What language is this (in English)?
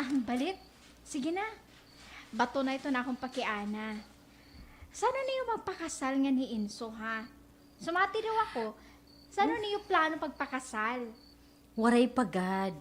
Waray